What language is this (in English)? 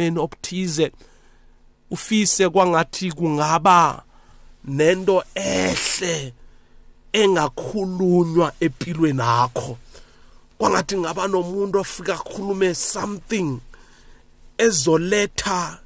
South Ndebele